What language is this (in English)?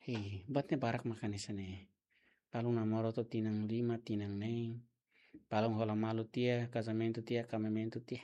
Tetum